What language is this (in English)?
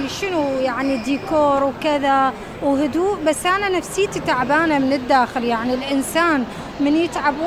Mesopotamian Arabic